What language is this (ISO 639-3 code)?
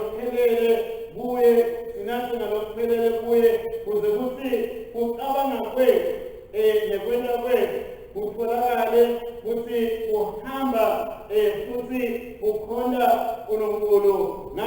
ssw